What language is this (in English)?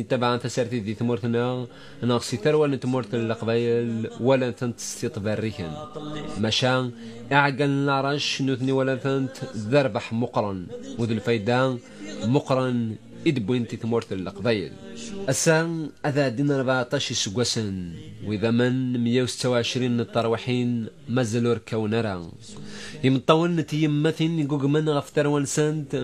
Kabyle